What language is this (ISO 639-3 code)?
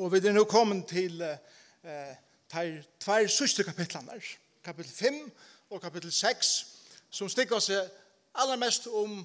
fao